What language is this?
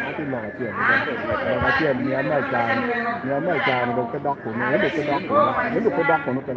Acoli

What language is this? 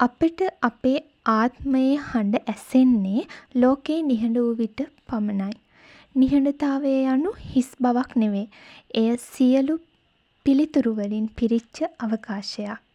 Sinhala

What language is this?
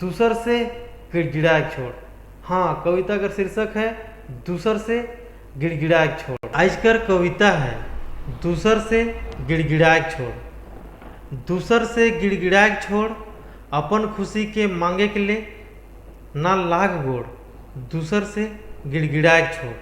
Sadri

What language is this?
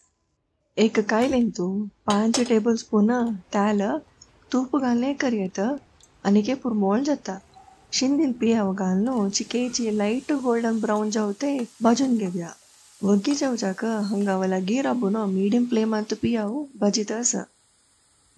Konkani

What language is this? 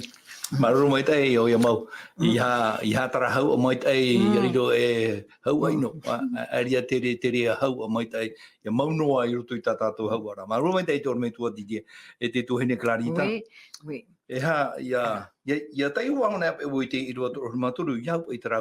Tahitian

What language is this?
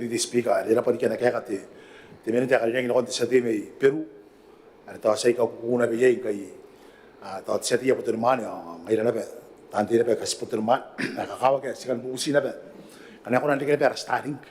Gilbertese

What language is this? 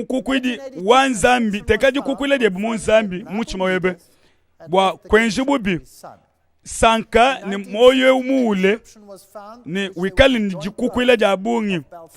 Luba-Lulua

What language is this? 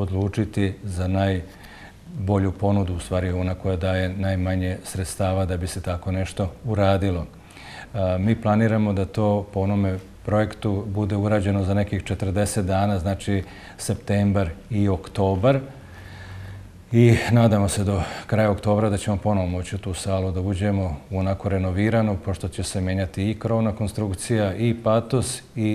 Serbian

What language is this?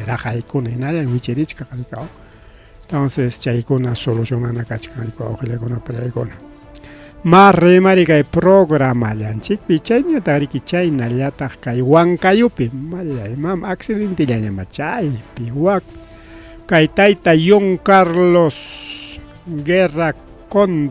Ayacucho Quechua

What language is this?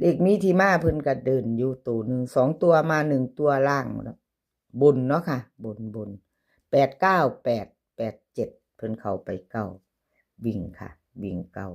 Northeastern Thai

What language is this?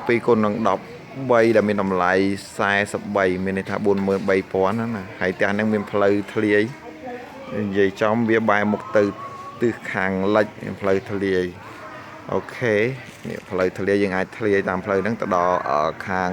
Khmer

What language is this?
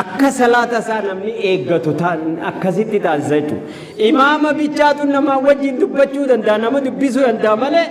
Oromo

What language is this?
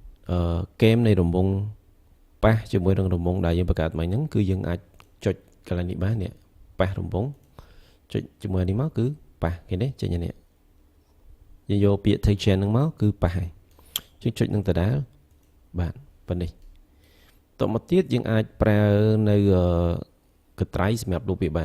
Khmer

